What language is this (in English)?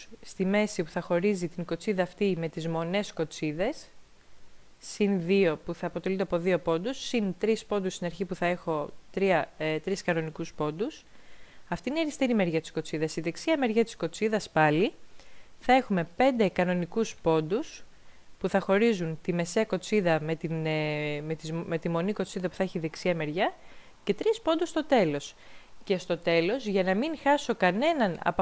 Greek